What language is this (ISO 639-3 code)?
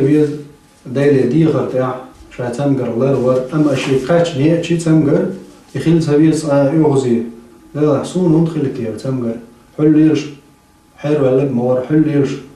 che